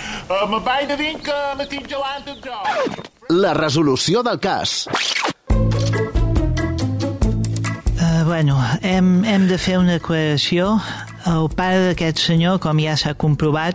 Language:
Catalan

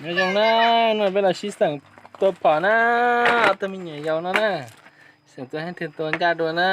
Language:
Hmong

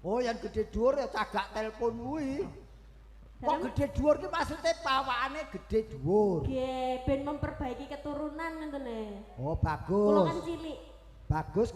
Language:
Javanese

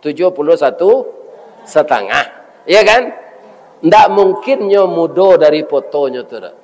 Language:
Minangkabau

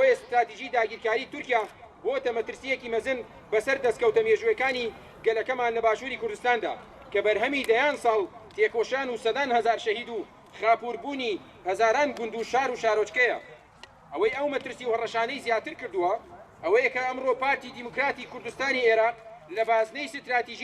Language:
Central Kurdish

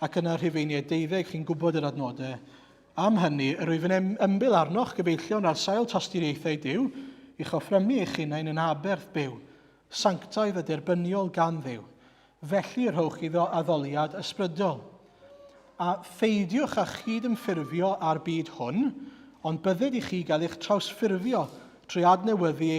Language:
Welsh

